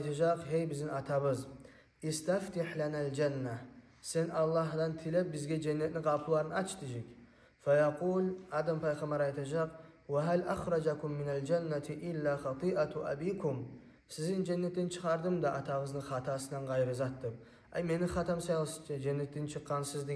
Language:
Kumyk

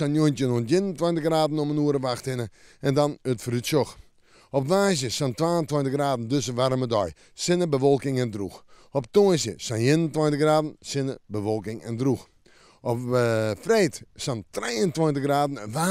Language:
Western Frisian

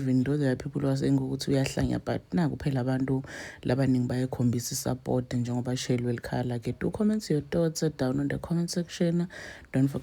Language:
Zulu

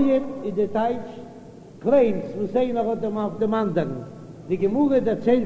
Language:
Yiddish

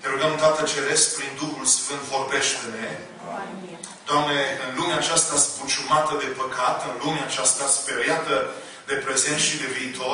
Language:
Romanian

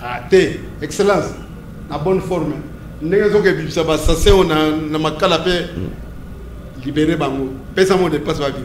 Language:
Lingala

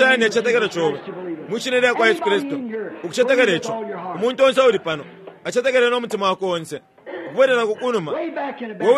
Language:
Bemba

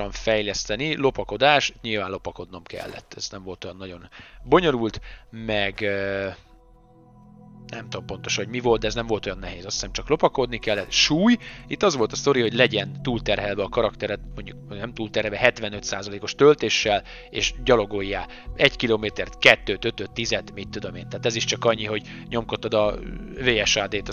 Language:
Hungarian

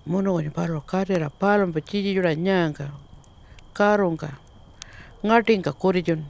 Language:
Pitjantjatjara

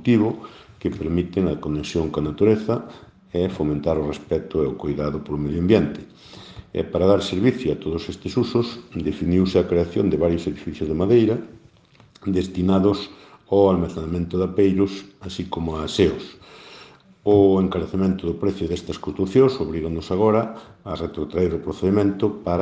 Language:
Galician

